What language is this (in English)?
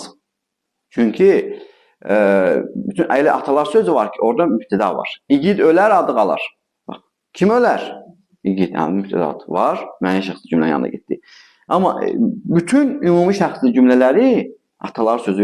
Azerbaijani